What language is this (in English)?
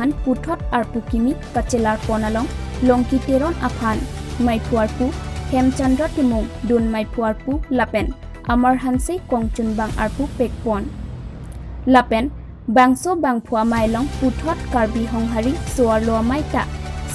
Karbi